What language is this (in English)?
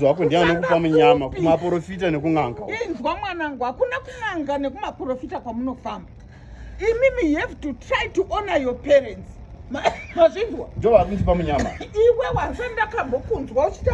Shona